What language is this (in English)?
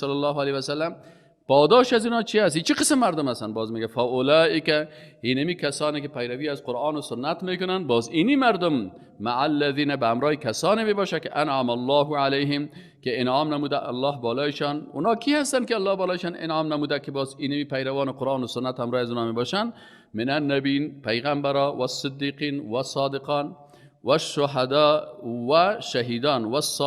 Persian